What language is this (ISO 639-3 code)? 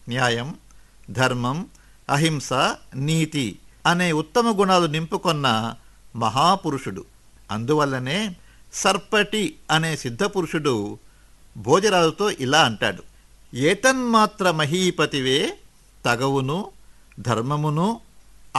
tel